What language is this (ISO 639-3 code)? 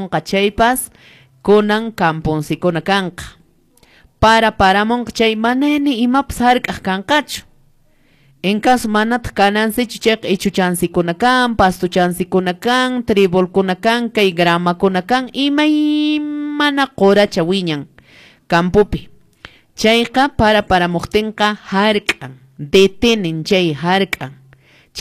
que